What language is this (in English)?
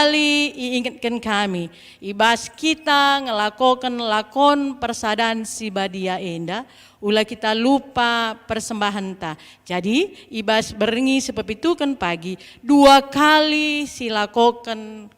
Batak Karo